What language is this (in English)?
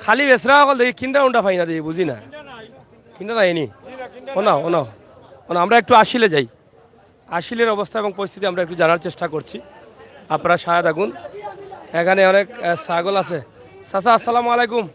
Sylheti